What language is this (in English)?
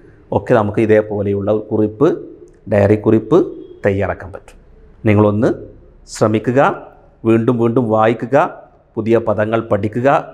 Malayalam